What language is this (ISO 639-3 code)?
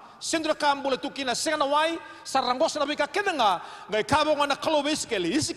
fij